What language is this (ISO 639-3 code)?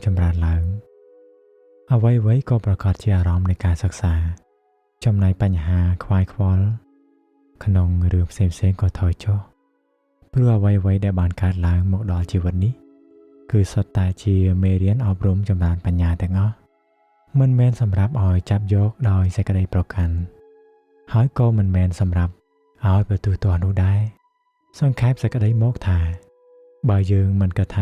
khm